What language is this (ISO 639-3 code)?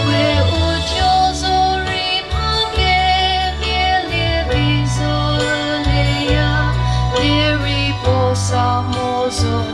nri